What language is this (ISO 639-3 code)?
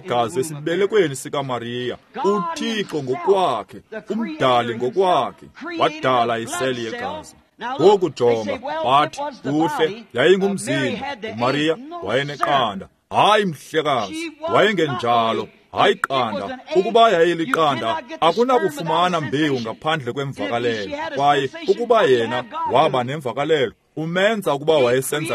xho